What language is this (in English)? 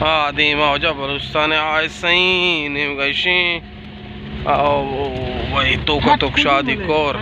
Baluchi